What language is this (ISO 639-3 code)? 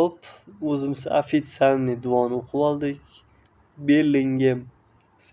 uzb